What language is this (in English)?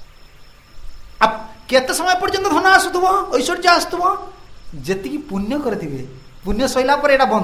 Odia